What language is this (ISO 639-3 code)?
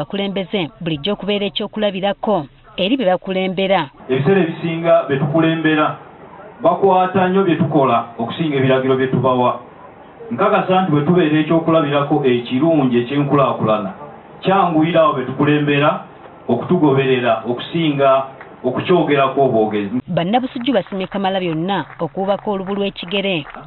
lug